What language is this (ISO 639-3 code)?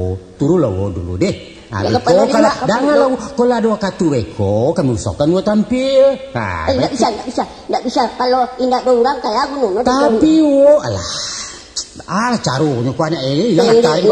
min